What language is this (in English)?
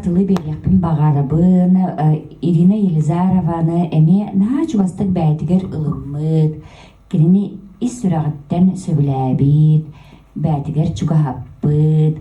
Yakut